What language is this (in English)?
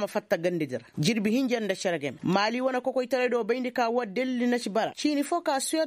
Koyraboro Senni